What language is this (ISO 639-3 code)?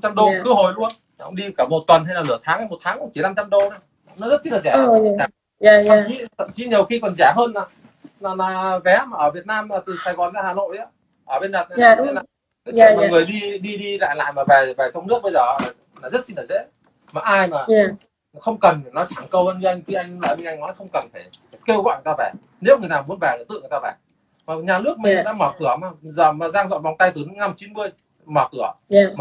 vie